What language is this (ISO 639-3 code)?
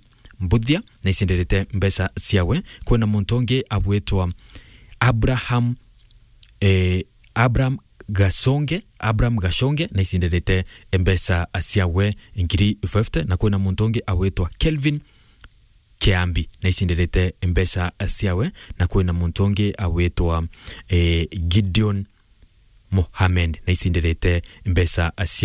mer